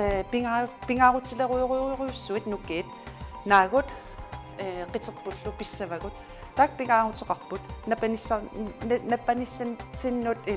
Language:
Kalaallisut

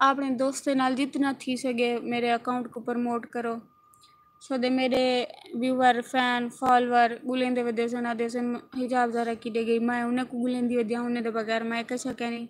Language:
Saraiki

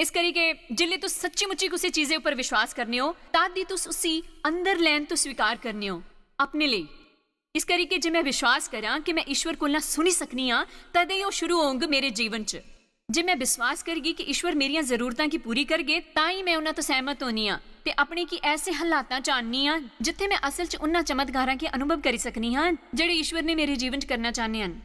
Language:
Dogri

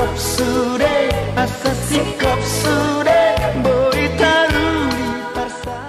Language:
Batak Toba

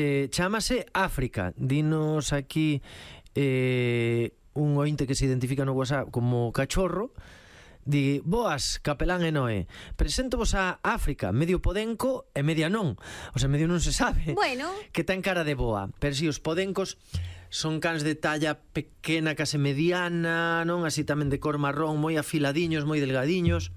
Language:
Galician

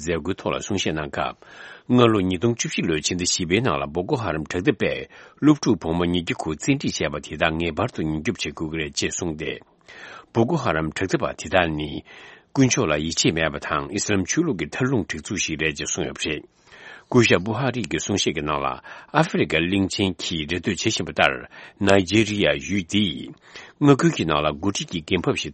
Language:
Tibetan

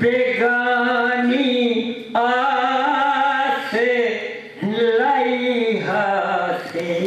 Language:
Saraiki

